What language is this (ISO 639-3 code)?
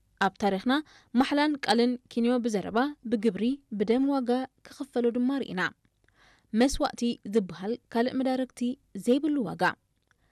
tir